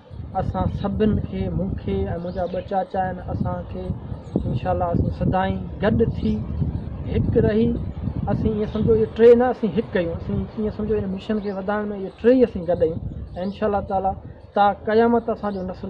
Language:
Sindhi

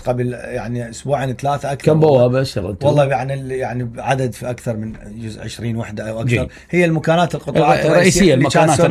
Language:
Mesopotamian Arabic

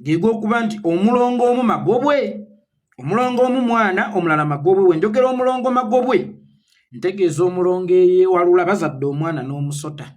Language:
Ganda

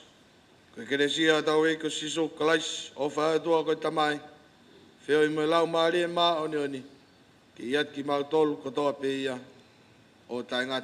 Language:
Tongan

